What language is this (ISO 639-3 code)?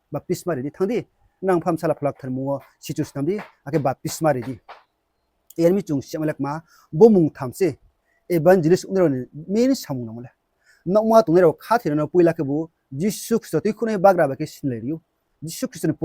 ria